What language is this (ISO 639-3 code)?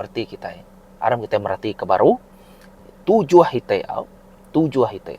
iba